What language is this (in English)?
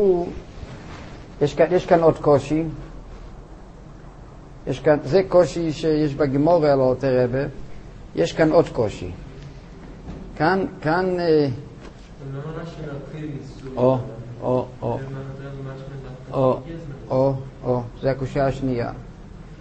Hebrew